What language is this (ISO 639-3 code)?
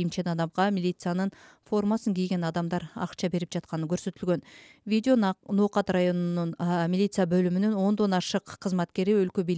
kir